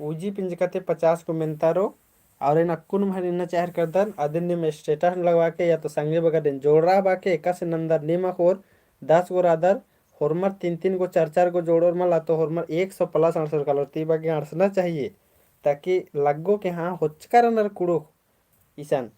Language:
Kurukh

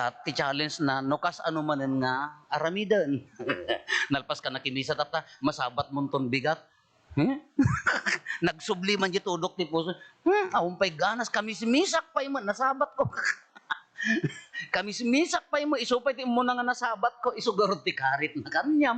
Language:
Iloko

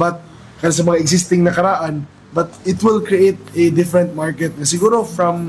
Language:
Cebuano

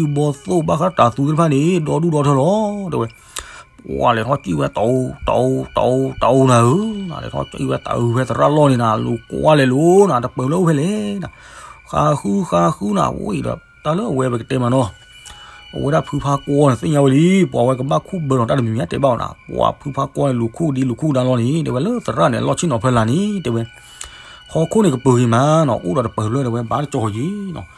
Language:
S'gaw Karen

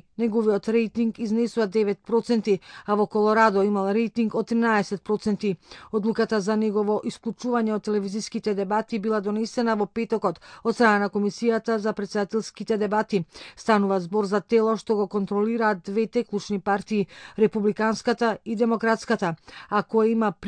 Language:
Macedonian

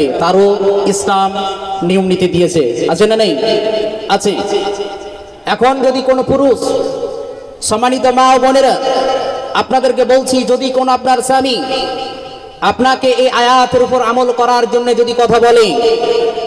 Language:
Bangla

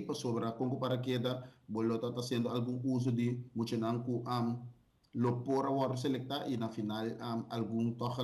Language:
Papiamento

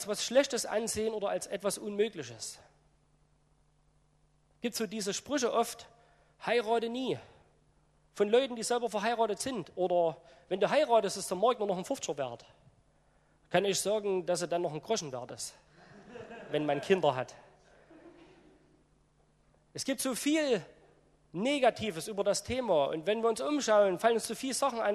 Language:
German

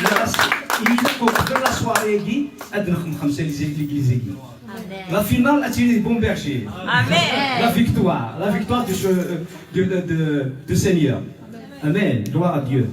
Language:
Kabyle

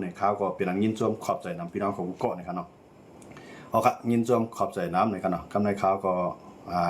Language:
Shan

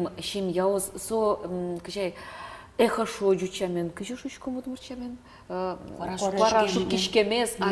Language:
Udmurt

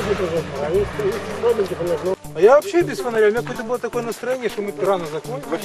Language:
Russian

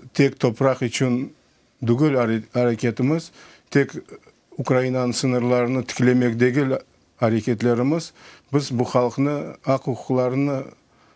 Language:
Crimean Tatar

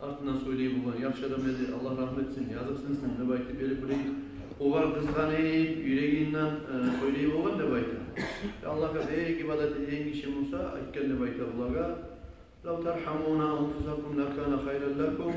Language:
Kumyk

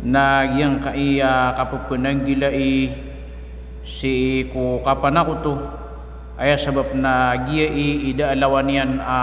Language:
Maranao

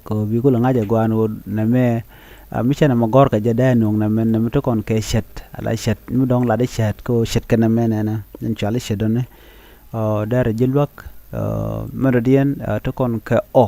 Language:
Nuer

